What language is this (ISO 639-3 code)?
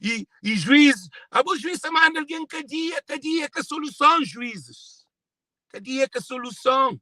kea